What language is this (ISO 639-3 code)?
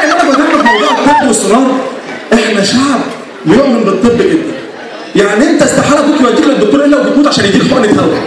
arz